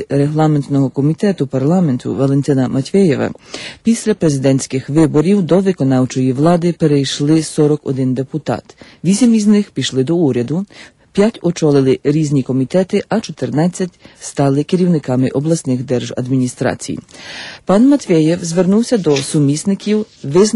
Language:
Ukrainian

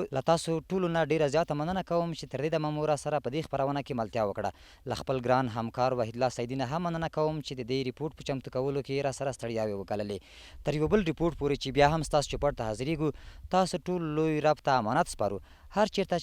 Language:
Pashto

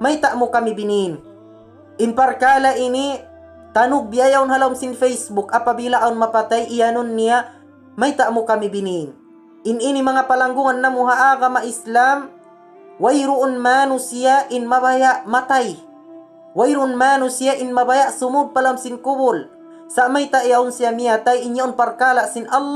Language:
Tausug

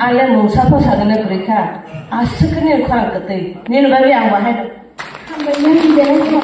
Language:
Kok Borok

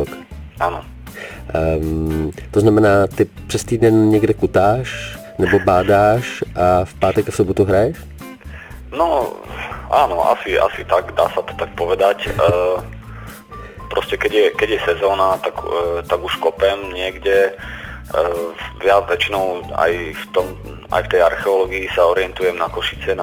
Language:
Slovak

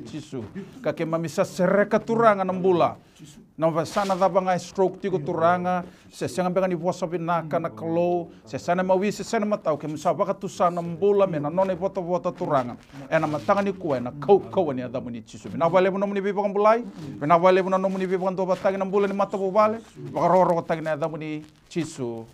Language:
Fijian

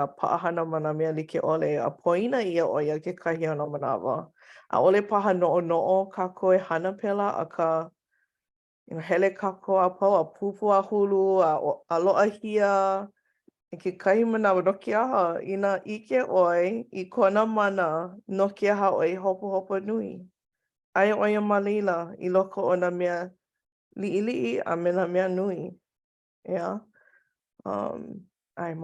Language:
Hawaiian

